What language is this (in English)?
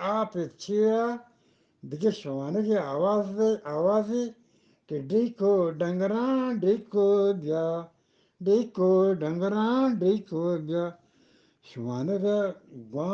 Eastern Balochi